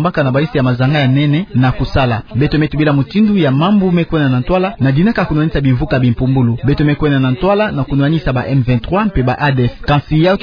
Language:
Kituba (Democratic Republic of Congo)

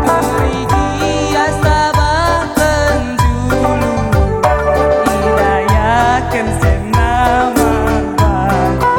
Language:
Batak Karo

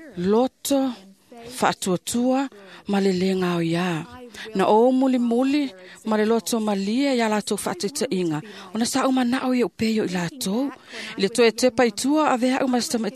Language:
Samoan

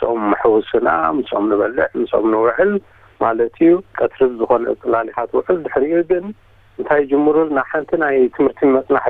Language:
Tigrinya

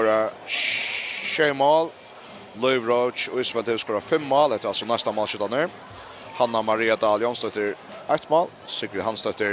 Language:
Faroese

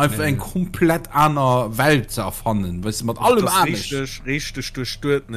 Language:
Luxembourgish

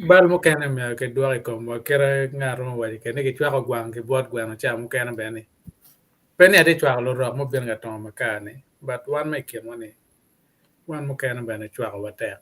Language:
Acoli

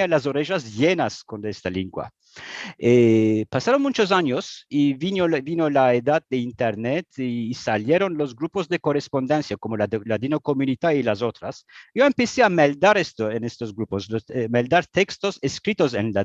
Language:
Ladino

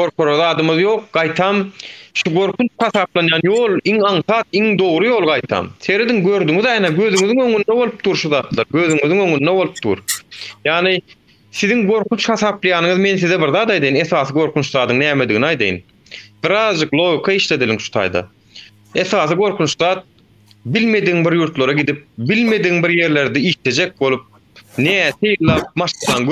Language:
Turkmen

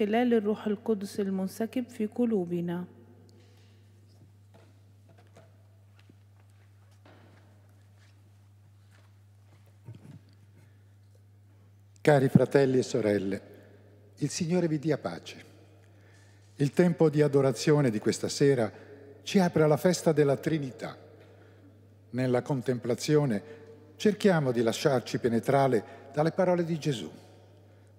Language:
Italian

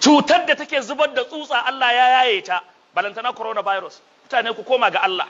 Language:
Hausa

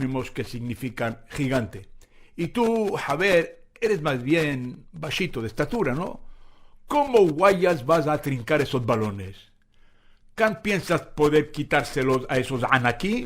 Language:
Ladino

